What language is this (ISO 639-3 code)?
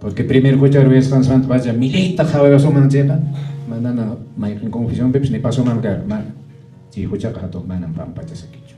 que